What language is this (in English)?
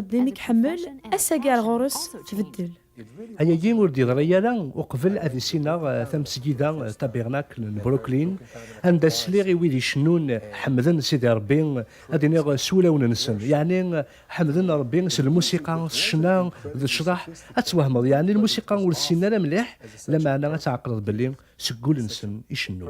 Kabyle